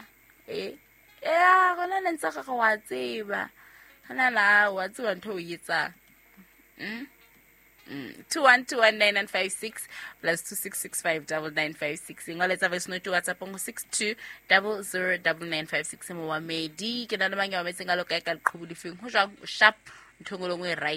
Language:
Southern Sotho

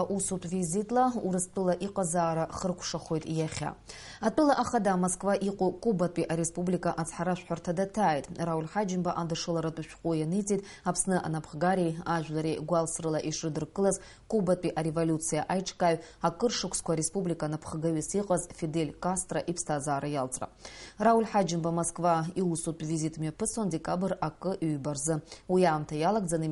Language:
Abkhazian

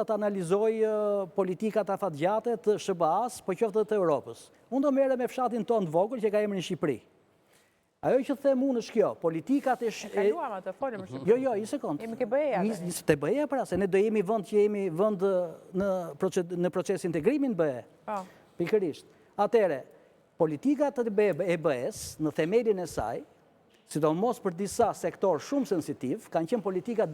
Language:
Albanian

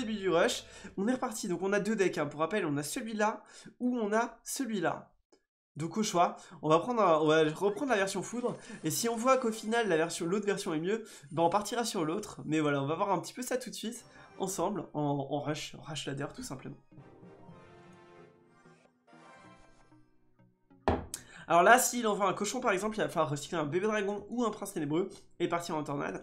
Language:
French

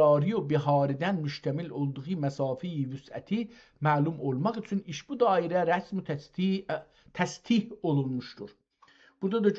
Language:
South Azerbaijani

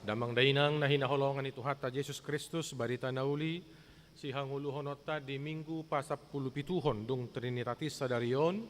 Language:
Batak Toba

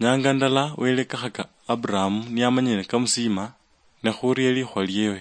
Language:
Luyia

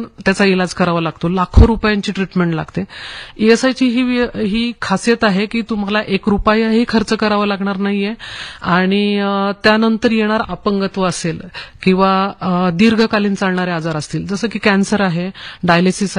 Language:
Marathi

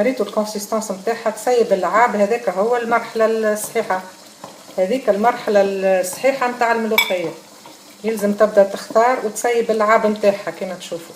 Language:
Tunisian Arabic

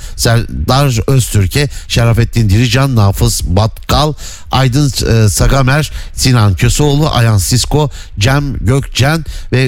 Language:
Turkish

